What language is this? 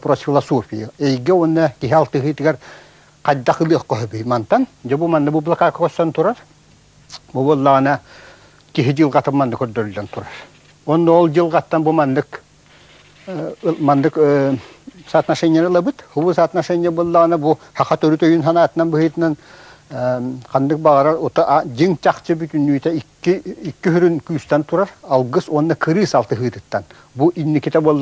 Yakut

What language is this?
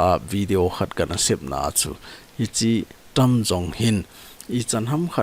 Thado Chin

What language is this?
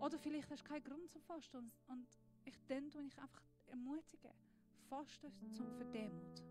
Swiss German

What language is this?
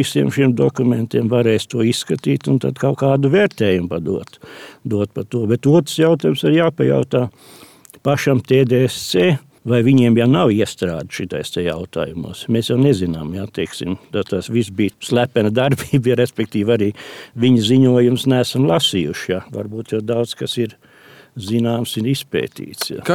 Latvian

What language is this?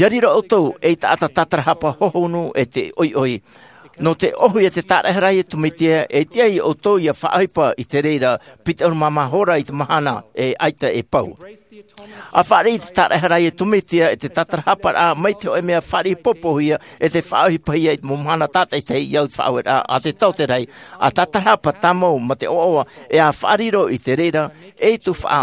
Tahitian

